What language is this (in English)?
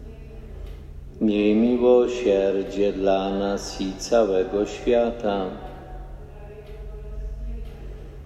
Polish